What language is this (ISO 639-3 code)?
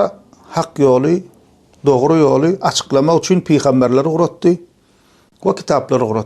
tuk